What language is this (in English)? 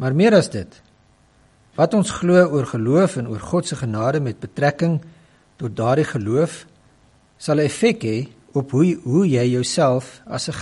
Afrikaans